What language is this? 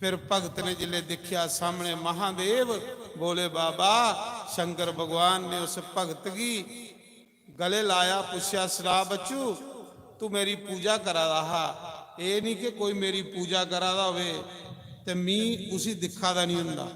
Dogri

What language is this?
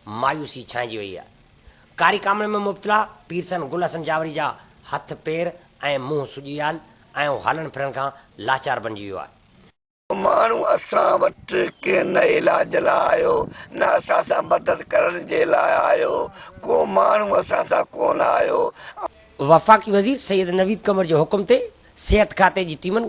Sindhi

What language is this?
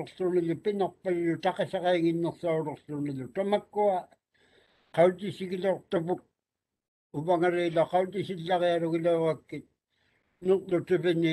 Māori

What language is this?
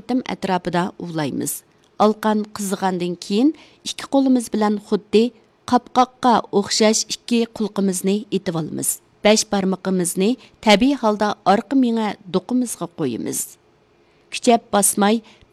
Uyghur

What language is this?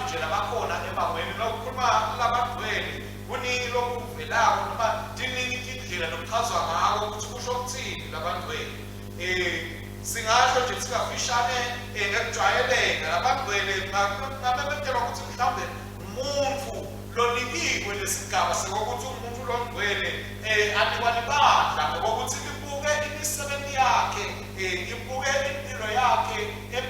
Swati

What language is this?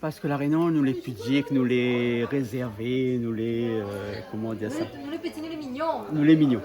Réunion Creole French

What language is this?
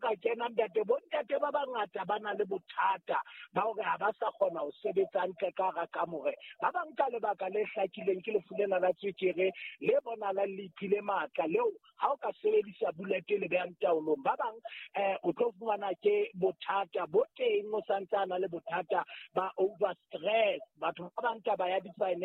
Southern Sotho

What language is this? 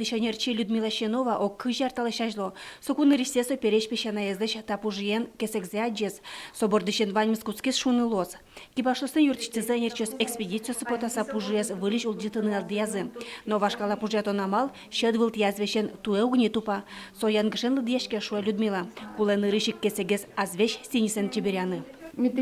Udmurt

